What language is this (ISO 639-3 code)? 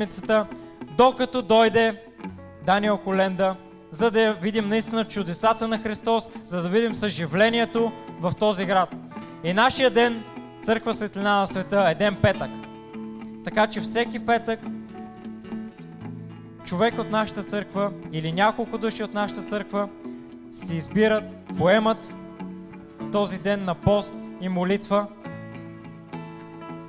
bul